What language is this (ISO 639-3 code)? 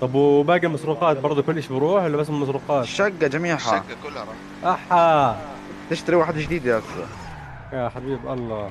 apc